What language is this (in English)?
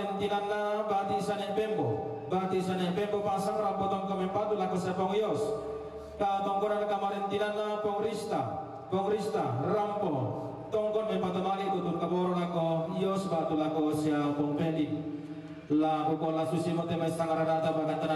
Toraja-Sa'dan